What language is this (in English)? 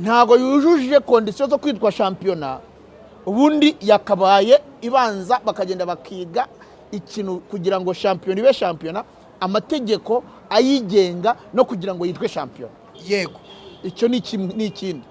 Kinyarwanda